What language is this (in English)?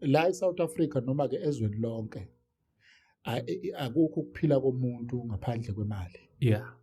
Zulu